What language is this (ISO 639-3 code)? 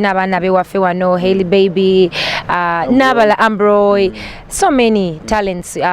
nyn